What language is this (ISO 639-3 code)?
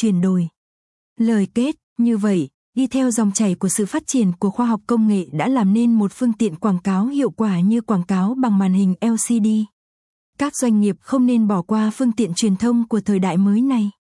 vie